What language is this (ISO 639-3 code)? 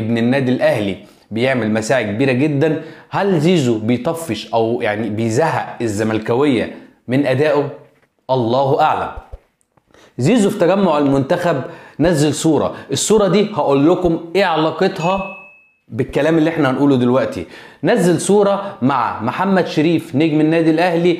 arz